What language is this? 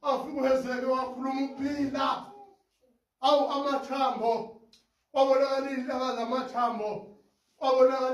Zulu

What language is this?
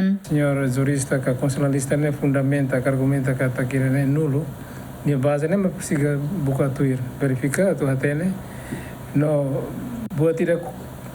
Tetum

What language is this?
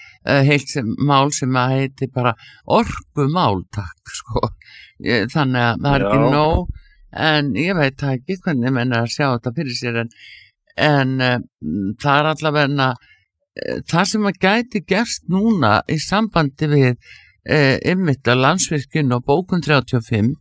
Icelandic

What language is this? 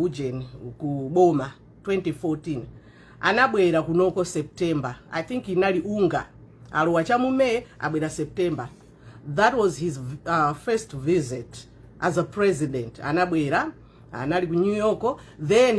Nyanja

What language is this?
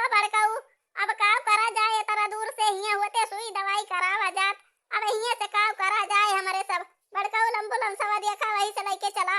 Awadhi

